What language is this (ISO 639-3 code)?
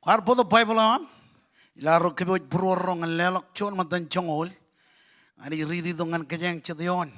mah